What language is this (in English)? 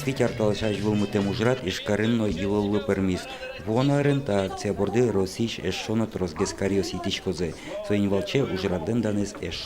Udmurt